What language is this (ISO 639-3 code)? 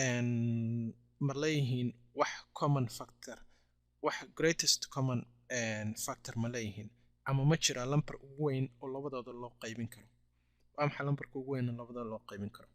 som